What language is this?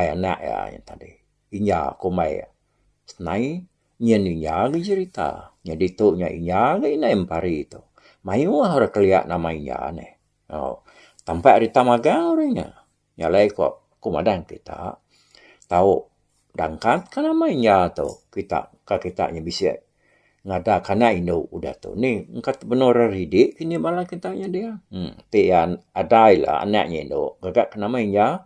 Iban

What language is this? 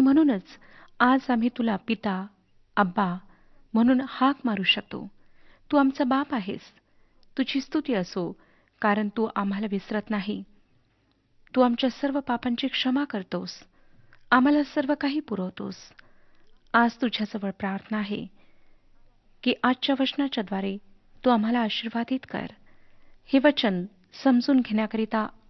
Marathi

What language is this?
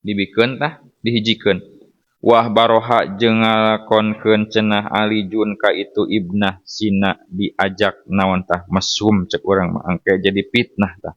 Sundanese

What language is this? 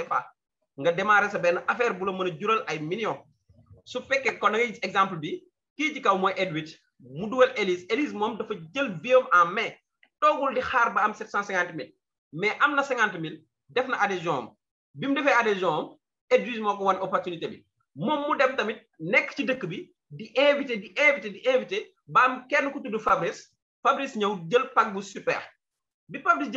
Wolof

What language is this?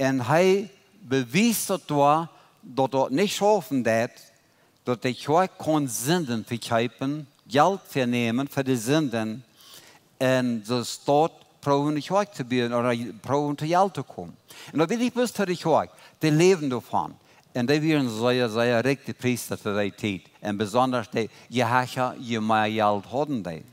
Plautdietsch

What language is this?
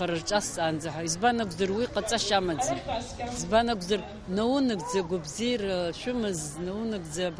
Abkhazian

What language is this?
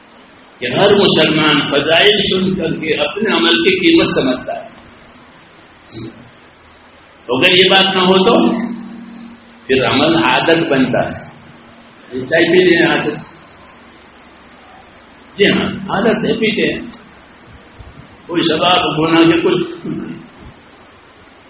Urdu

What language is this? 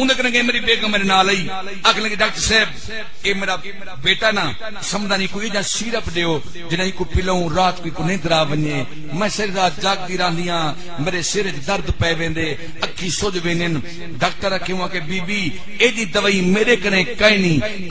Saraiki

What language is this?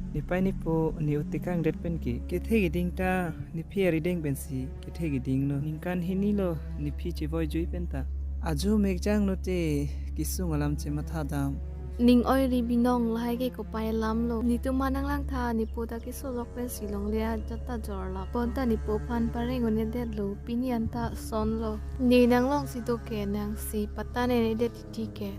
Karbi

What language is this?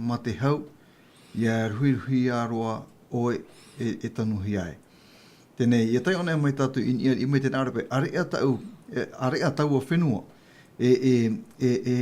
Tahitian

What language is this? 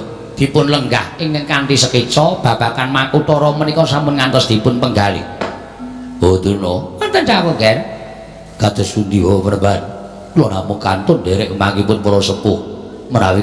Javanese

